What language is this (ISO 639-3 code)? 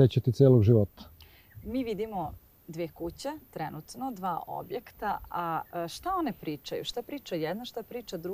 srp